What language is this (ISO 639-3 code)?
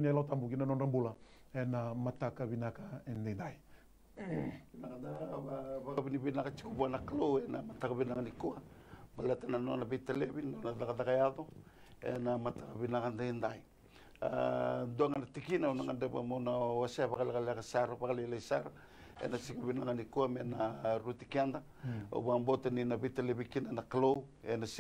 fij